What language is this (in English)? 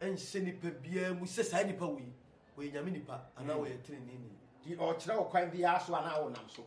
Akan